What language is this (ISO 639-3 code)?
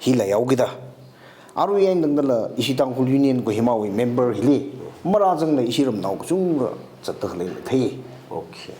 nmf